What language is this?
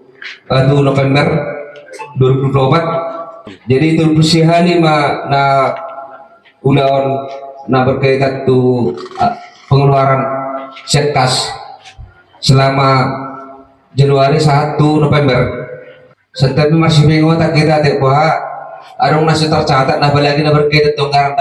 Batak Toba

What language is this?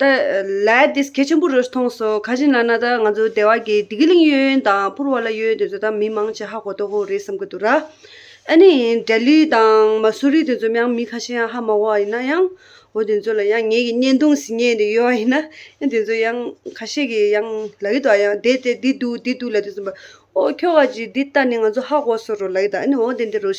Tibetan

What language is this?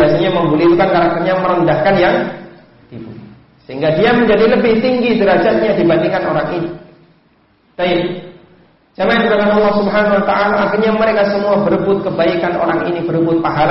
Indonesian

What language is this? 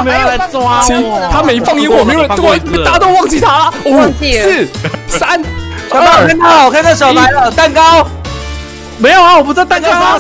Chinese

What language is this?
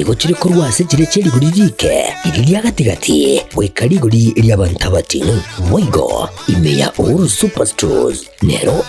Gusii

